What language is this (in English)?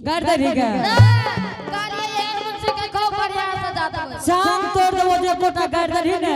Angika